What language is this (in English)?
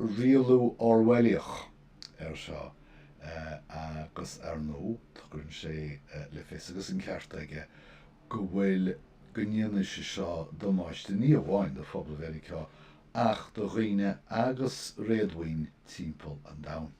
Irish